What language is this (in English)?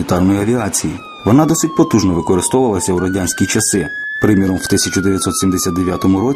Ukrainian